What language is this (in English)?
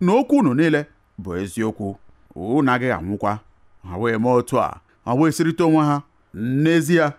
Igbo